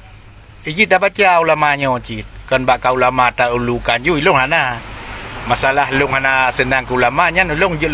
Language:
Achinese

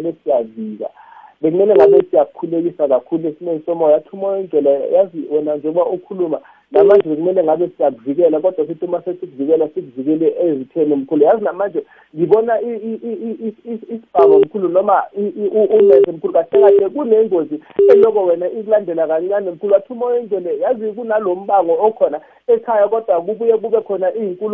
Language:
South Ndebele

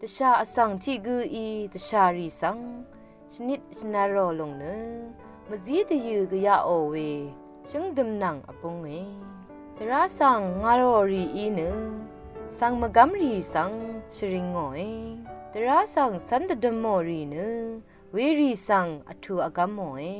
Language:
Rawang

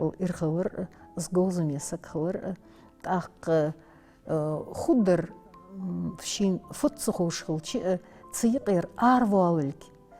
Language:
Ingush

